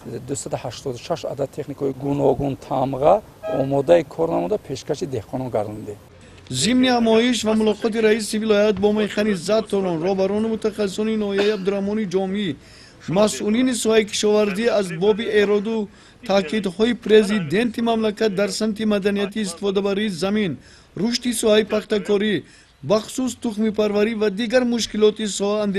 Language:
Tajik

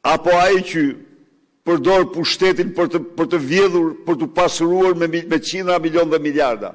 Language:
Albanian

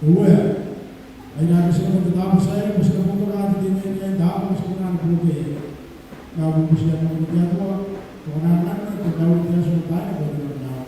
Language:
Gilbertese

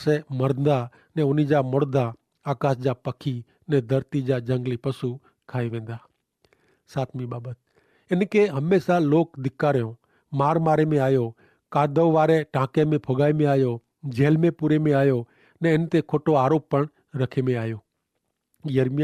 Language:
Kachhi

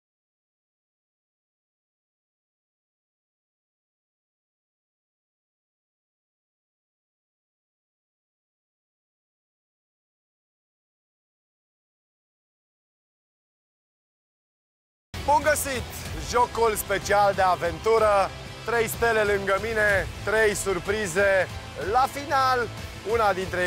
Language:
Romanian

